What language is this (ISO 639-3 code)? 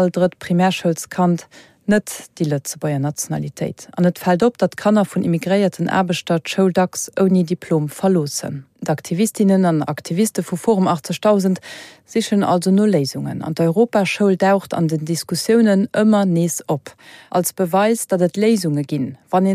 ltz